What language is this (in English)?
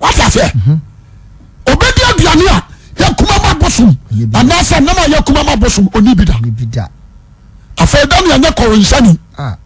Akan